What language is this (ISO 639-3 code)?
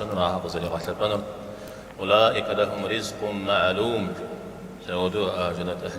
kbd